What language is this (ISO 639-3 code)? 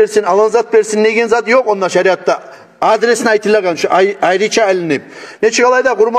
kum